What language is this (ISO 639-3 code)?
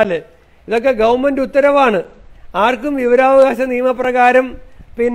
mal